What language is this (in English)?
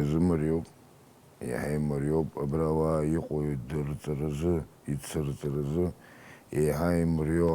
Abkhazian